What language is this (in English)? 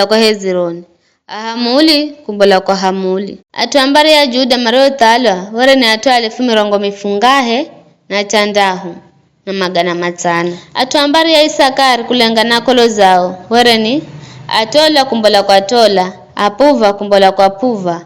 Giryama